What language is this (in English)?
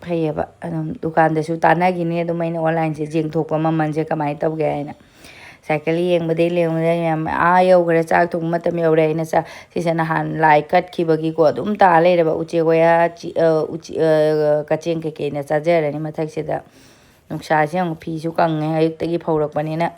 Manipuri